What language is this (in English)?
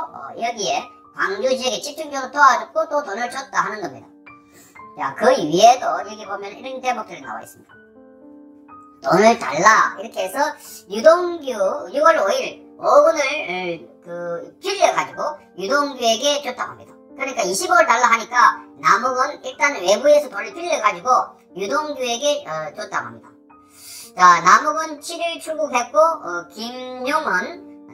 Korean